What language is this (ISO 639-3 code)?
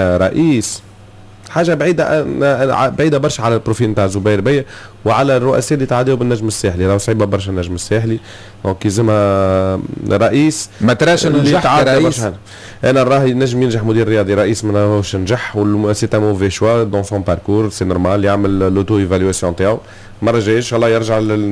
aeb